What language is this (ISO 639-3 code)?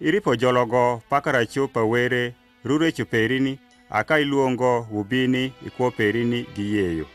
adh